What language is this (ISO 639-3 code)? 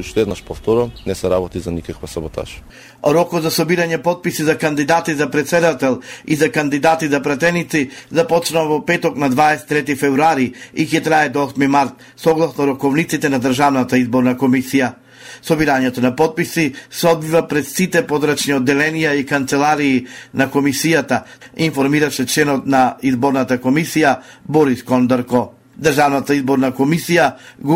mkd